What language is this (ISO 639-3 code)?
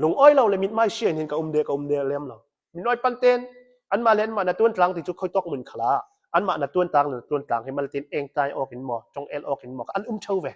cnh